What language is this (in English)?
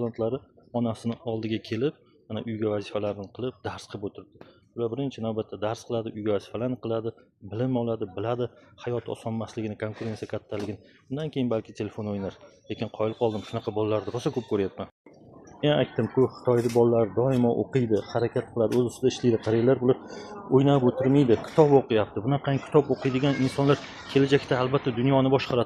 Uzbek